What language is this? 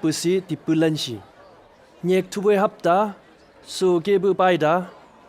Chang Naga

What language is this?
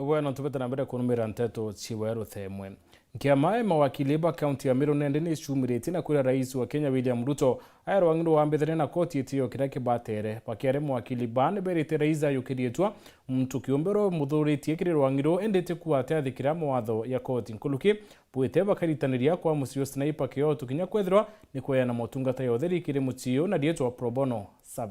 Meru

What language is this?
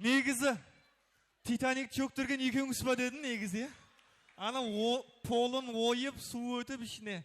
Kara-Kalpak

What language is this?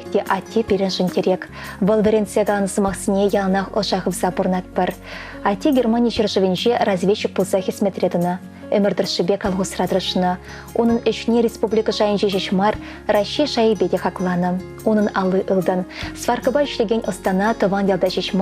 Chuvash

